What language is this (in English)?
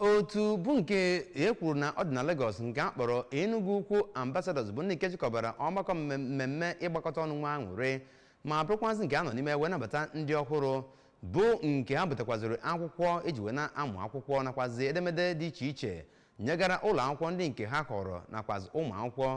Igbo